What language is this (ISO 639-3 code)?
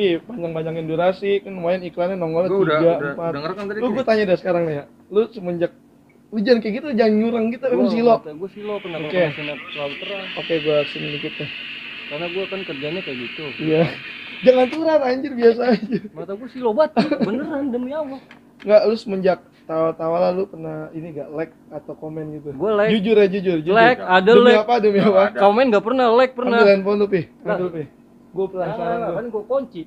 bew